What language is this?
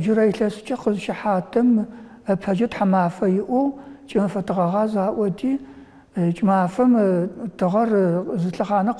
Adyghe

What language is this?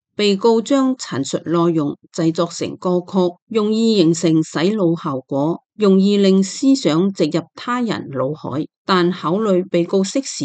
Cantonese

